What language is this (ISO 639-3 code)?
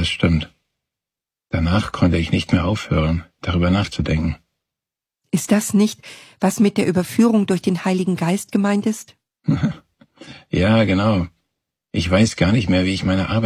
deu